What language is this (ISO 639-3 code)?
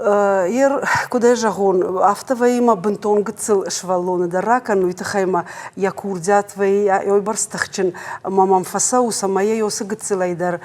oss